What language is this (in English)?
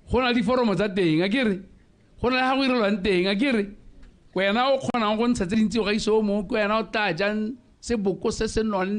Tswana